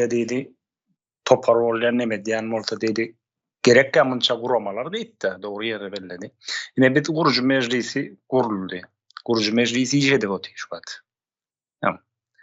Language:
Turkmen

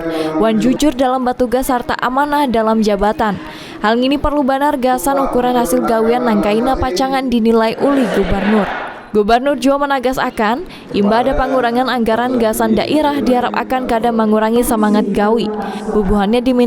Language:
Banjar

